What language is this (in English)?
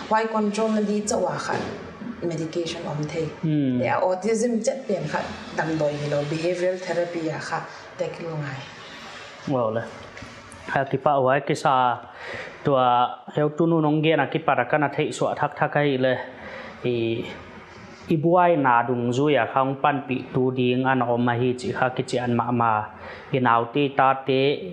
Paite Chin